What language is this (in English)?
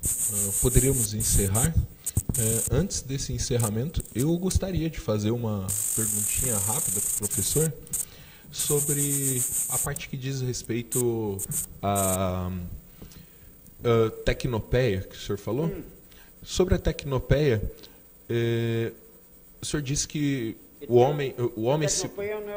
Portuguese